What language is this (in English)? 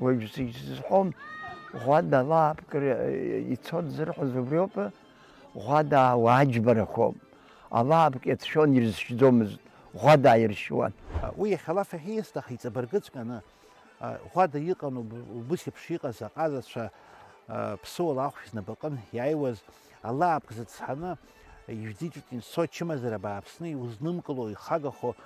Abkhazian